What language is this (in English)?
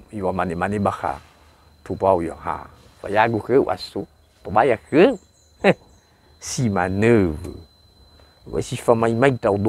Nias